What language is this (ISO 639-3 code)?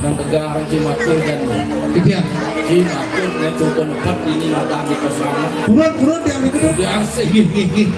ban